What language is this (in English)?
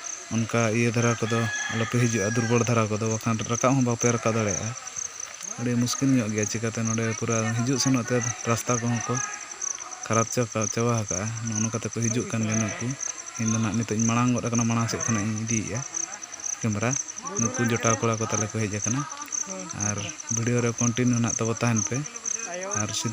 Santali